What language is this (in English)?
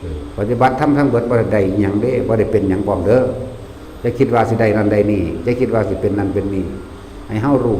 Lao